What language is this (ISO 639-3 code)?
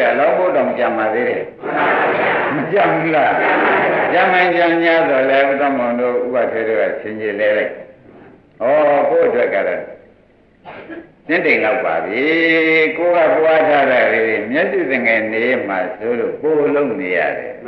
mya